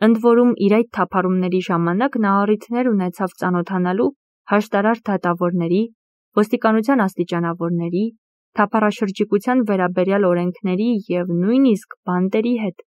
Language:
Armenian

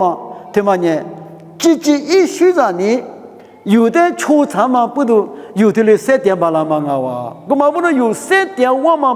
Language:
Lisu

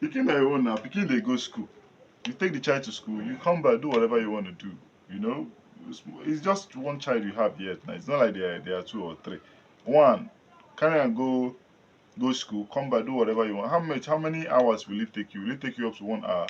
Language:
Nigerian Pidgin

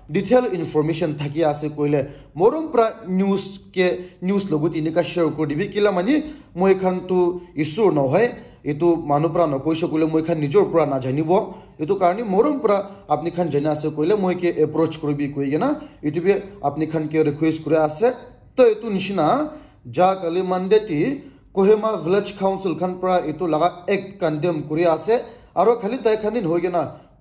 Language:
Naga Pidgin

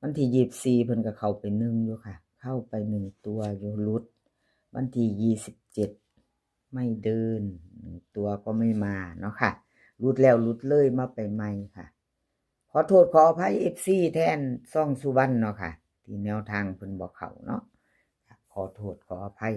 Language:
Northeastern Thai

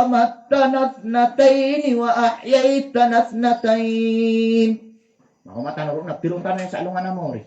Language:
Maranao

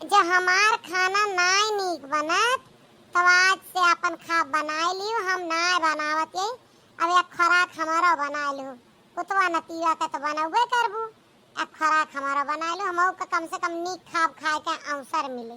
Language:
Awadhi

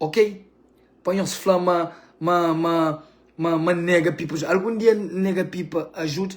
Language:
Kabuverdianu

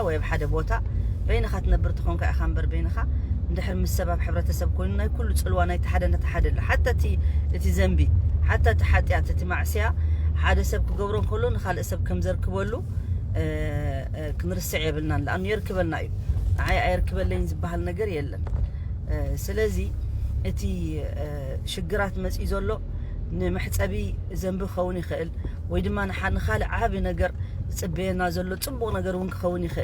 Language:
Tigrinya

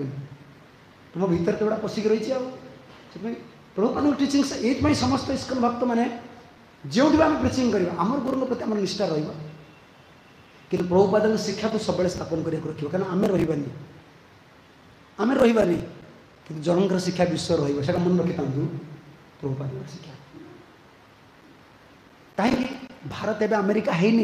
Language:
Odia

